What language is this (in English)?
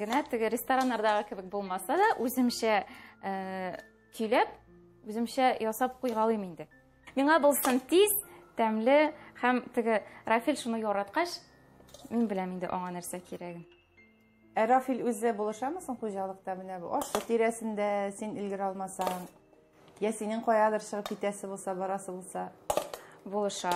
Tatar